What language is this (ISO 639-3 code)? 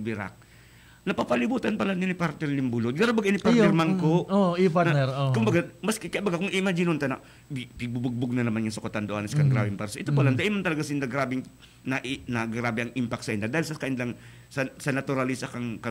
bik